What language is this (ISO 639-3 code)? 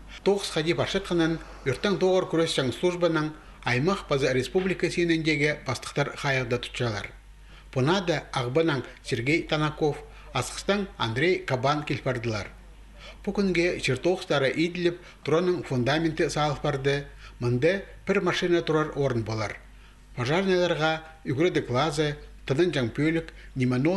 kjh